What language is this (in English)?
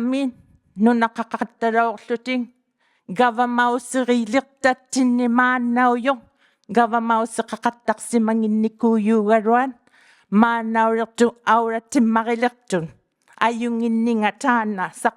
Inuktitut